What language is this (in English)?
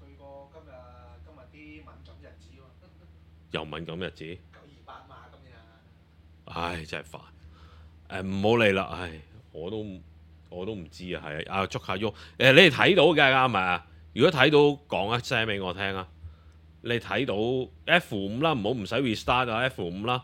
Cantonese